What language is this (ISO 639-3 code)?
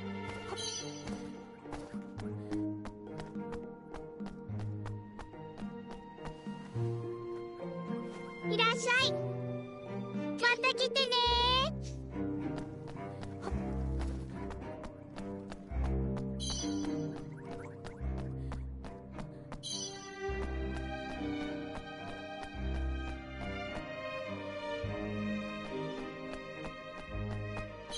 jpn